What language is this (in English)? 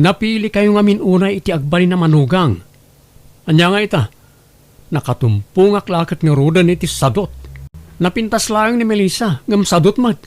Iloko